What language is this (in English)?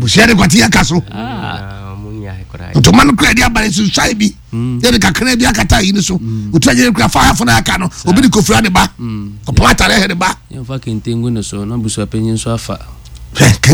Akan